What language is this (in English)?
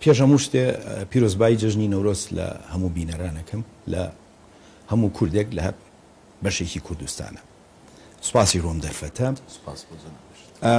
Central Kurdish